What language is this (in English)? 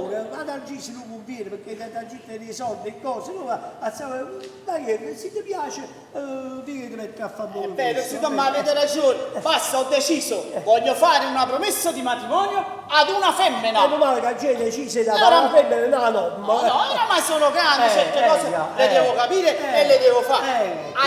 Neapolitan